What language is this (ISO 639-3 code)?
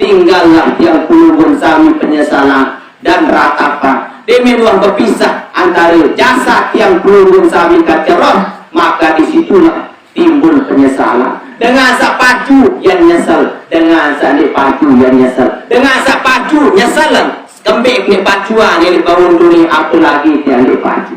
sas